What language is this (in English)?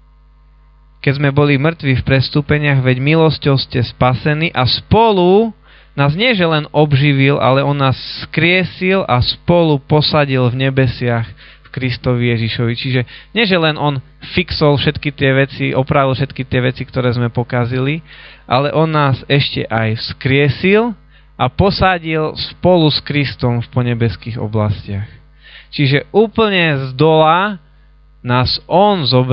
Slovak